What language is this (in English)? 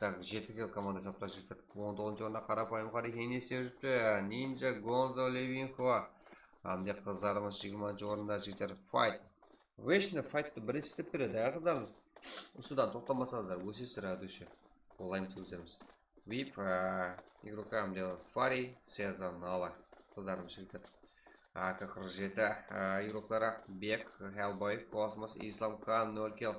Kara-Kalpak